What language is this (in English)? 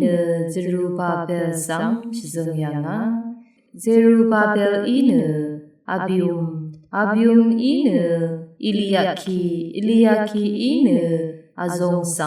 Rawang